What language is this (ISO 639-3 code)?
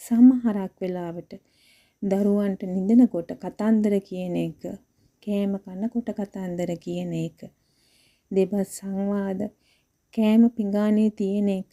sin